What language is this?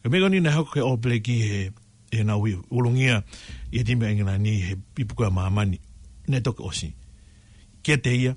Tongan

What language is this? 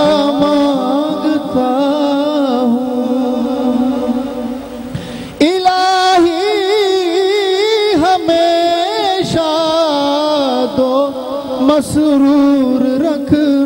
Urdu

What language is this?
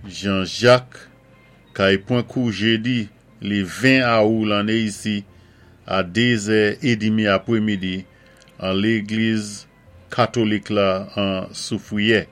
Saint Lucian Creole French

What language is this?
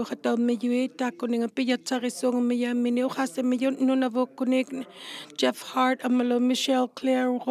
Inuktitut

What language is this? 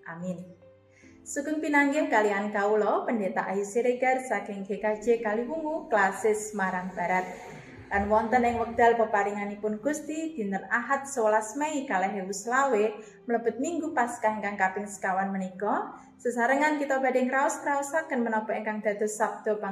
Javanese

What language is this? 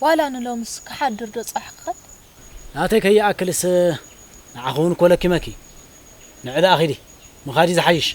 Tigrinya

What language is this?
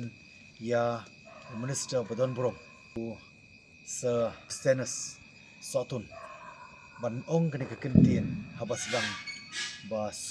Khasi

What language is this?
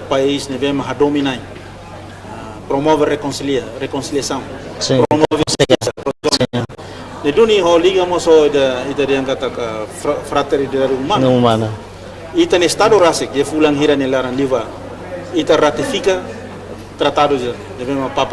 Tetum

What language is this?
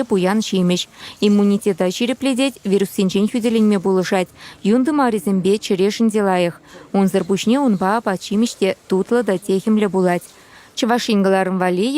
Chuvash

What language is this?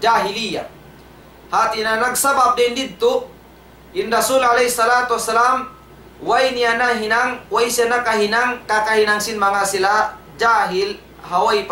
Tausug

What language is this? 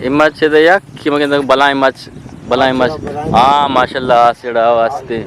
Eastern Balochi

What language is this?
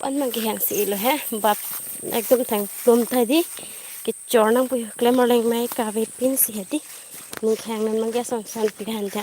Karbi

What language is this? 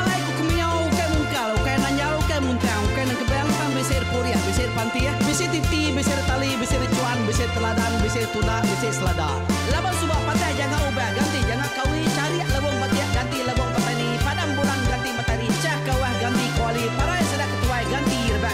Iban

